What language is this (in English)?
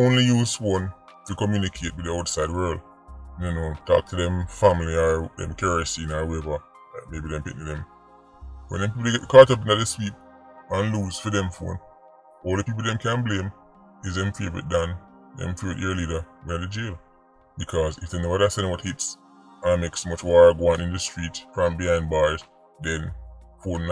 Jamaican Creole English